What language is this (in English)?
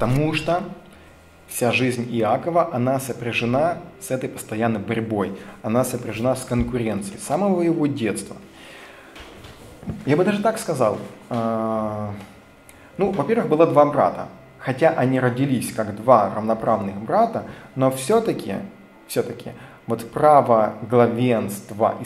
Russian